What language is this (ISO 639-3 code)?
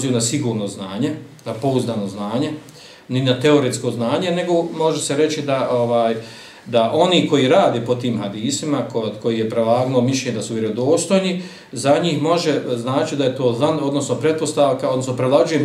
bos